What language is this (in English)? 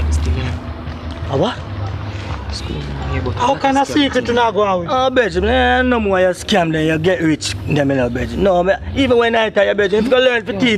Jamaican Creole English